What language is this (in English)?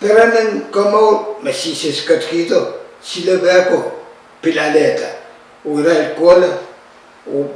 Pohnpeian